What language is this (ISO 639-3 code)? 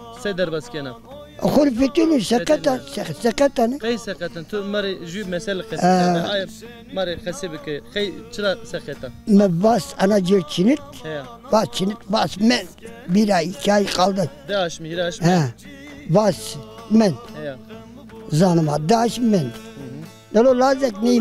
zza